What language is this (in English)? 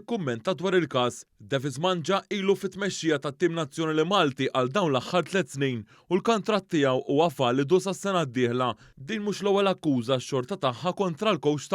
Maltese